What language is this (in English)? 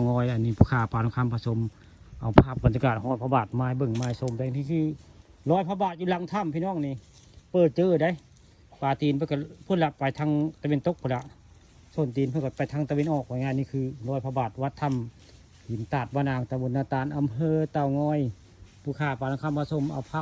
Northeastern Thai